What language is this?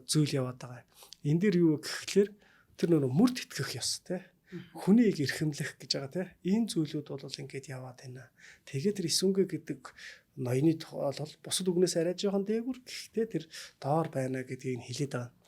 Mongolian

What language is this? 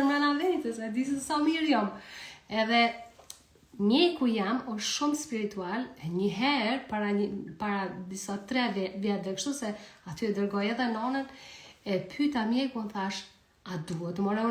Albanian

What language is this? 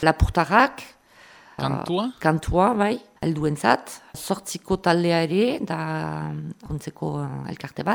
Basque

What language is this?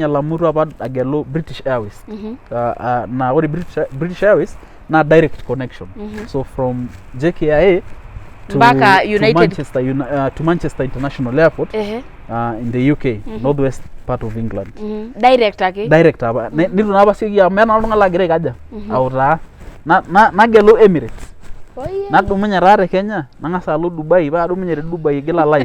Masai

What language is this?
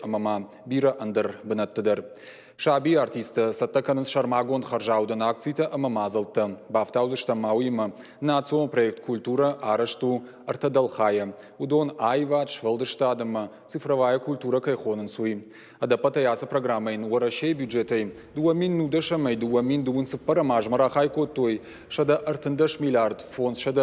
Ossetic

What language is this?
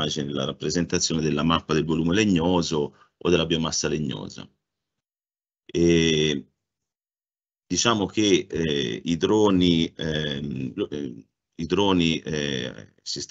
Italian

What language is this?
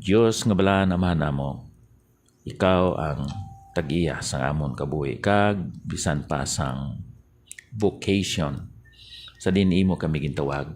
Hiligaynon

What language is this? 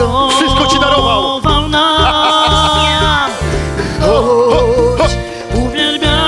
Polish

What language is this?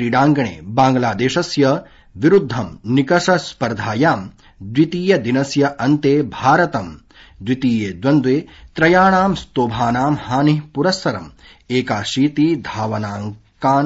Sanskrit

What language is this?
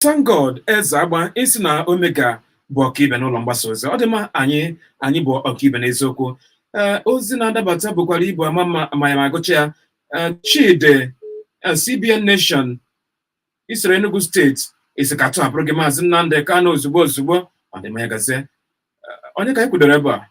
Igbo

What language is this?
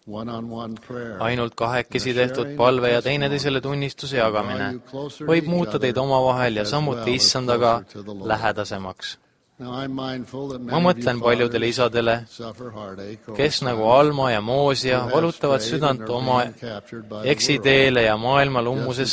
Estonian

